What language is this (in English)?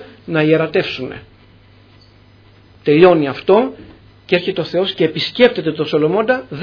Greek